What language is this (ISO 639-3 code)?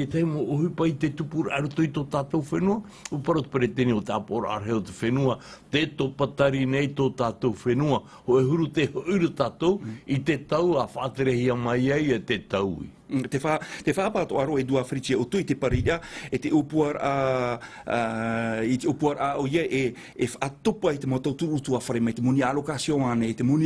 tah